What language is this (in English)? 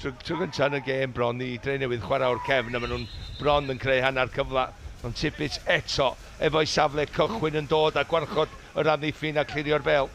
Welsh